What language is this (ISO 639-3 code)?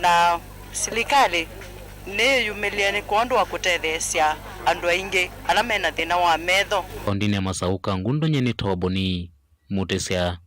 kam